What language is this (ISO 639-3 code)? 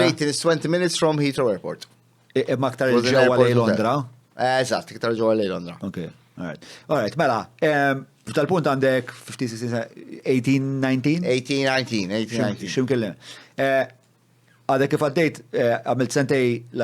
mlt